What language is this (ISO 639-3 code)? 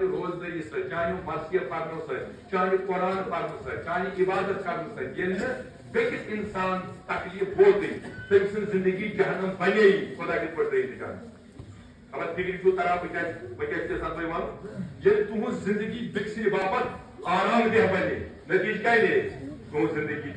kas